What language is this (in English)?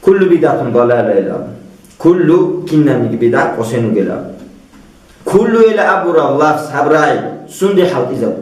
Avaric